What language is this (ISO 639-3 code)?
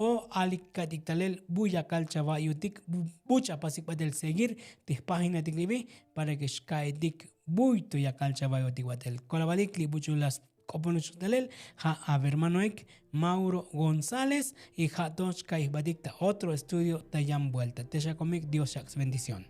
tzo